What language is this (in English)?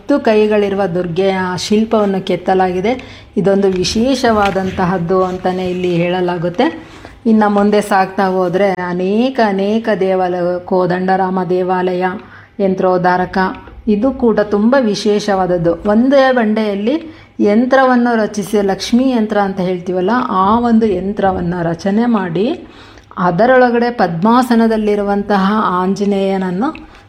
Kannada